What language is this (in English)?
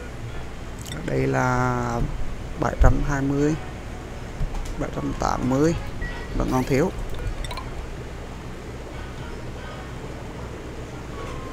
Vietnamese